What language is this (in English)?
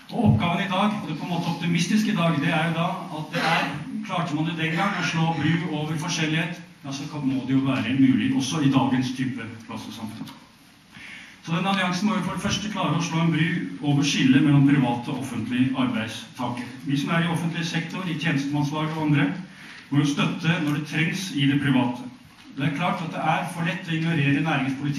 Norwegian